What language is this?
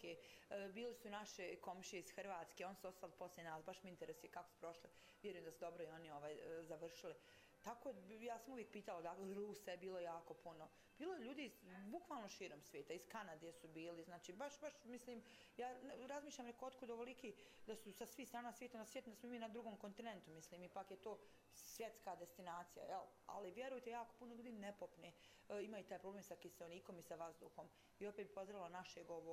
Bosnian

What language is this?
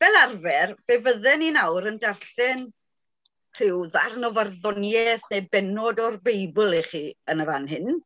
Welsh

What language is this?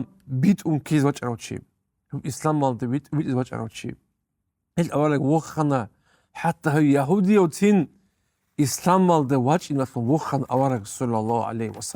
Avaric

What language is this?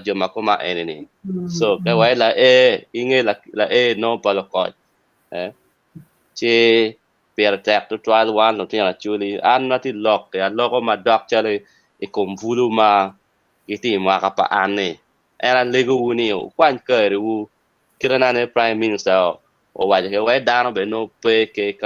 Acoli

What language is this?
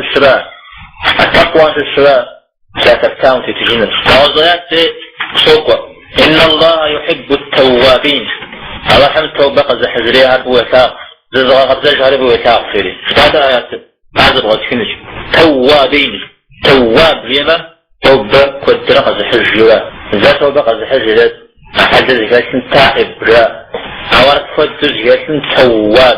Kabardian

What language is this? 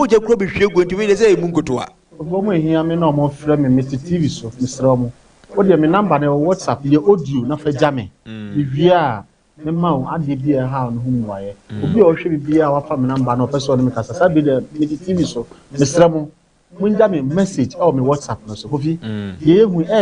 Akan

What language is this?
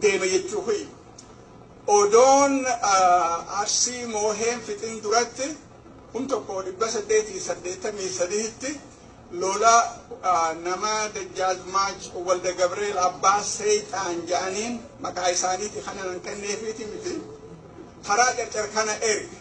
Oromo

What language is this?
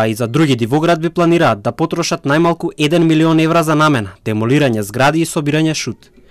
Macedonian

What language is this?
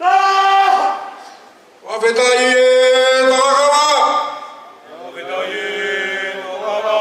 Tongan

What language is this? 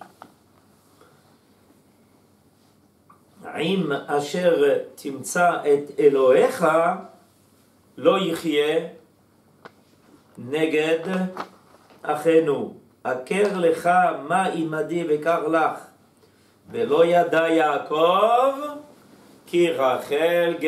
Hebrew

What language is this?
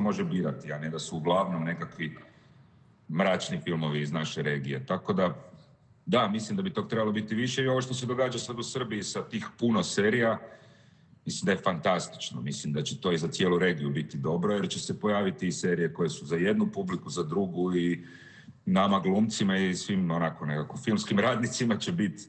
Serbian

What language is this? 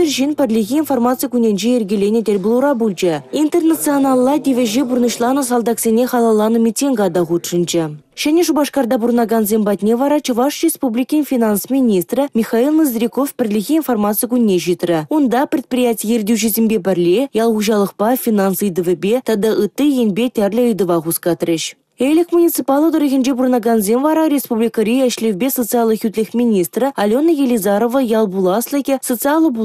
Chuvash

